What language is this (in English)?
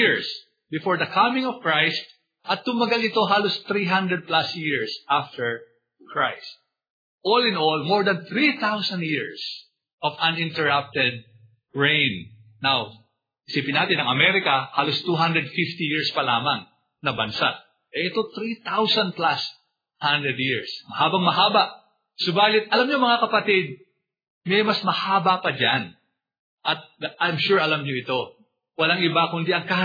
Filipino